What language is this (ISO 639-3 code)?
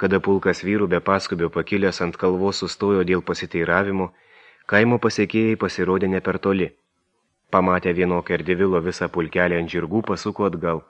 lit